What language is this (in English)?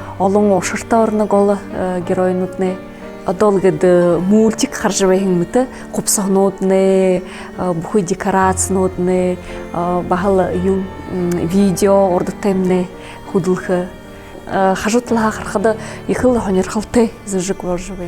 Buriat